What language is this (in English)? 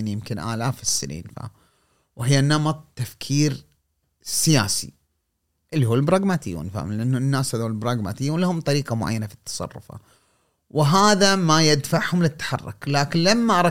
Gulf Arabic